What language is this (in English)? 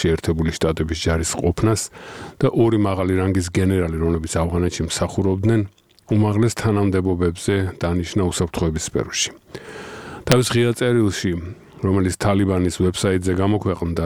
Georgian